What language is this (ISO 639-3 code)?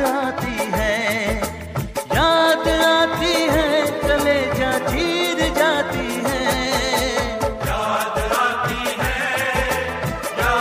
hin